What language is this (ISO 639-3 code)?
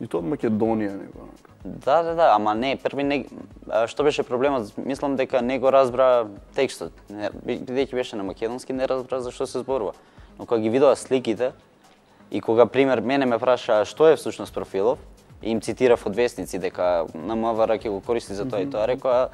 mkd